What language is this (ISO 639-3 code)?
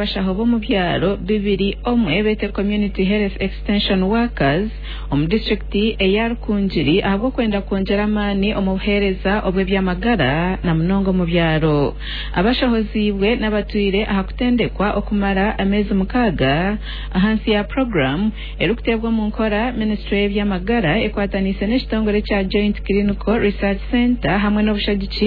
nyn